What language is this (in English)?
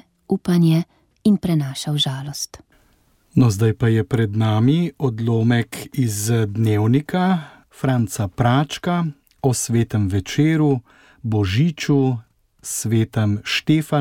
Slovenian